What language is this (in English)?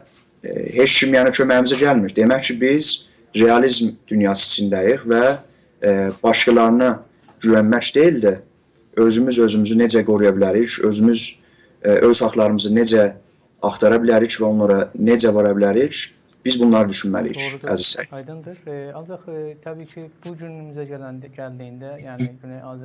South Azerbaijani